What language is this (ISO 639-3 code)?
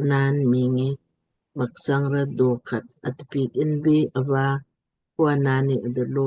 lmk